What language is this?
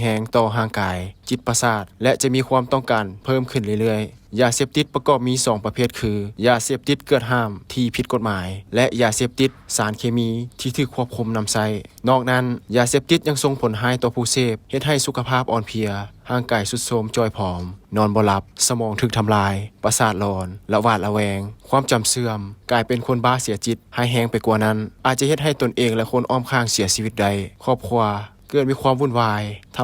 Lao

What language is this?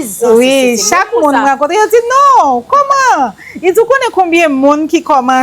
Haitian Creole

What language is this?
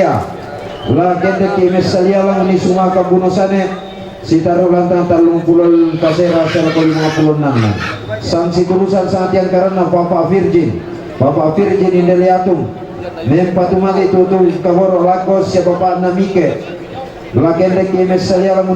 Toraja-Sa'dan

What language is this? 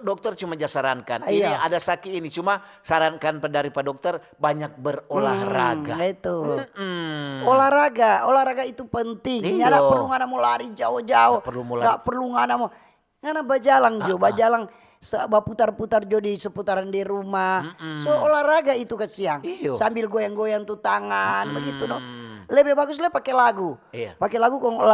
Manado Malay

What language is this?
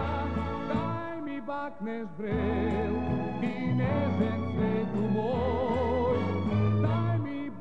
Serbian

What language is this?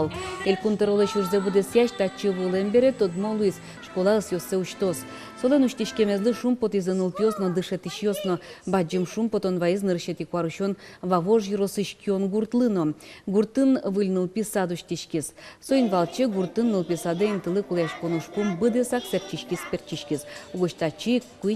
Udmurt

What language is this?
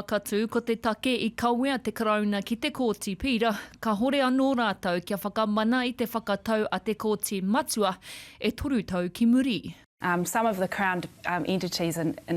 Māori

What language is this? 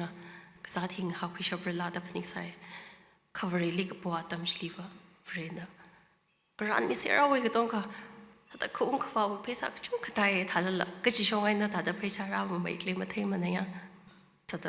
Tangkhul Naga (India)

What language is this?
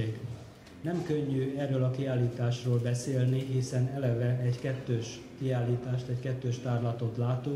Hungarian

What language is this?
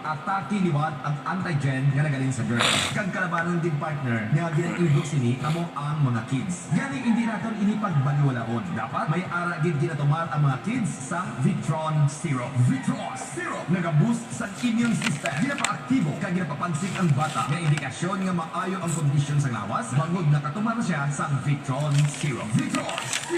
Hiligaynon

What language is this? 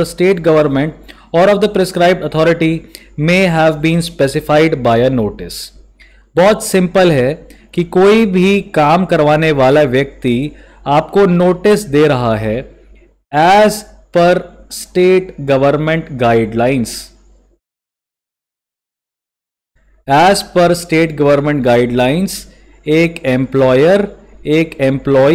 Hindi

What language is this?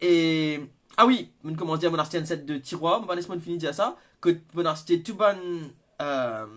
Morisyen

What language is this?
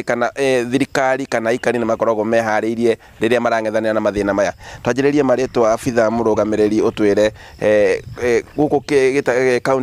Kikuyu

